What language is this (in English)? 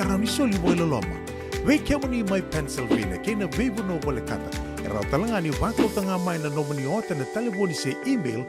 Fijian